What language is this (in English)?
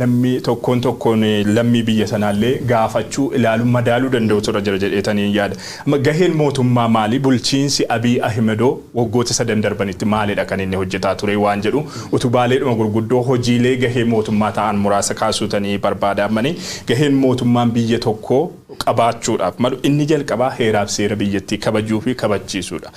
Oromo